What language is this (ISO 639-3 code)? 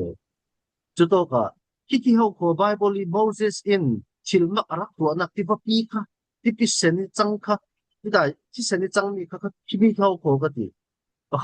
cfm